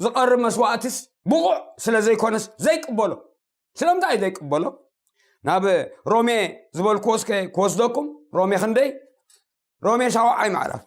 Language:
Tigrinya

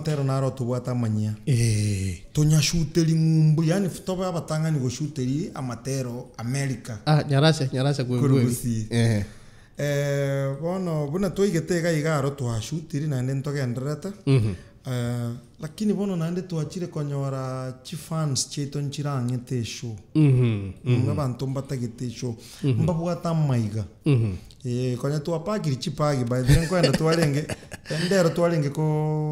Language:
Gusii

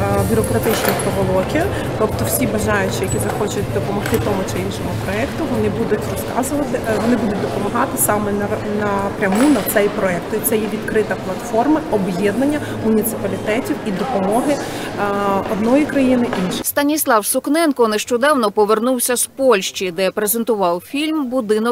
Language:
Ukrainian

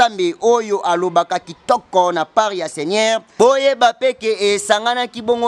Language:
Lingala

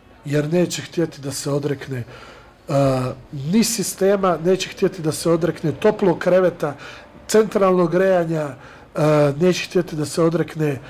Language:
Serbian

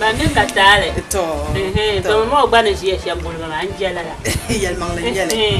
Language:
Dagbani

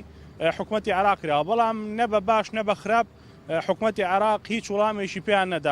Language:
Central Kurdish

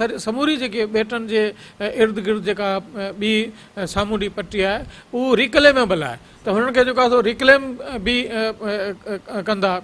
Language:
Sindhi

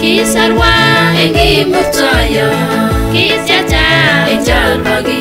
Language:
Kipsigis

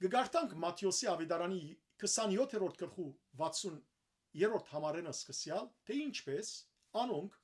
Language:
Western Armenian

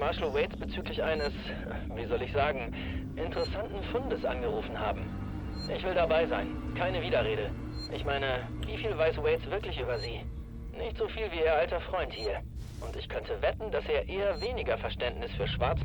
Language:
Bavarian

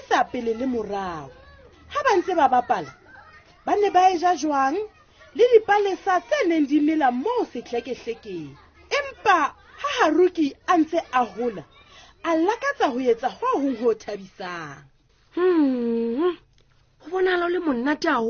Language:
Southern Sotho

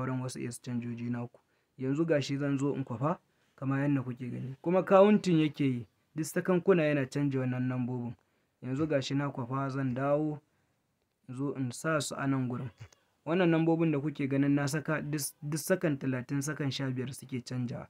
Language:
Hausa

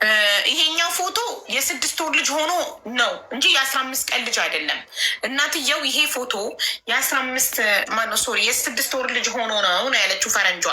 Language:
Amharic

